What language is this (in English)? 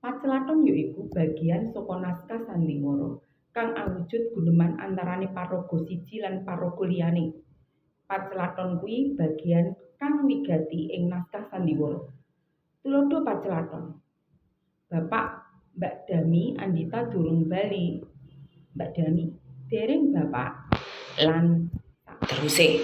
Javanese